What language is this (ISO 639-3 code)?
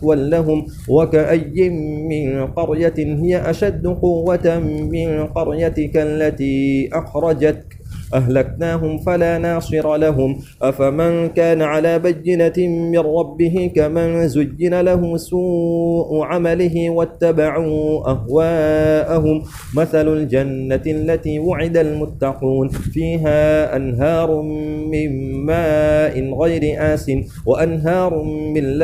ara